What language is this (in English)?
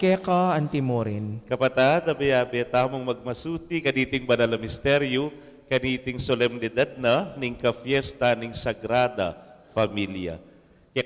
Pampanga